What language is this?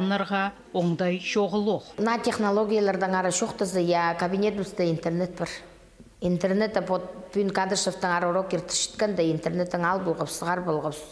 Khakas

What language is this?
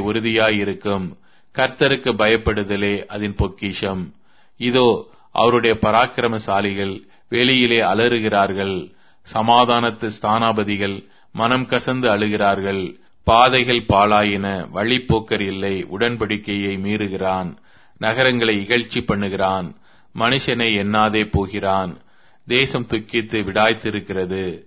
Tamil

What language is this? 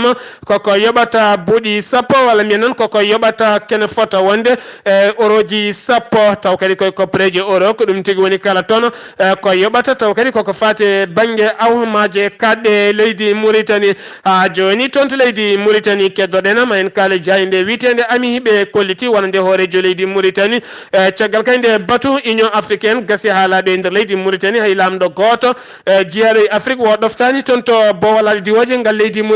Fula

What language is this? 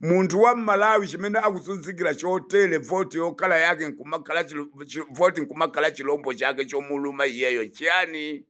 Nyanja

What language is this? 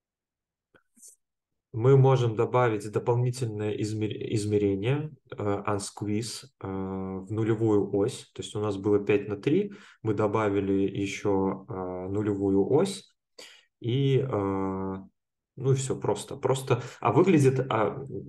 Russian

